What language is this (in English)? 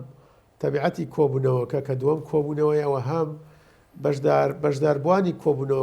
Central Kurdish